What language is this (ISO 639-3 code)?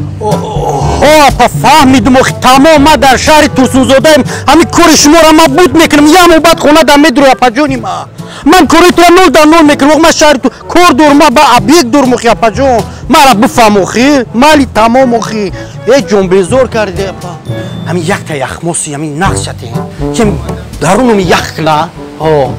tgk